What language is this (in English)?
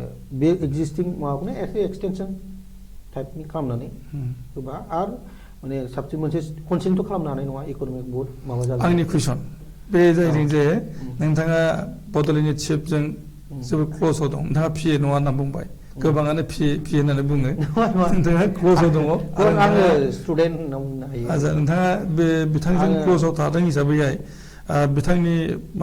Bodo